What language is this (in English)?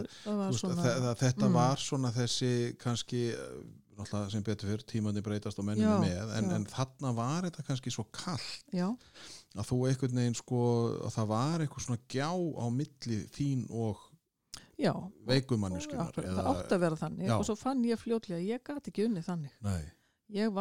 Icelandic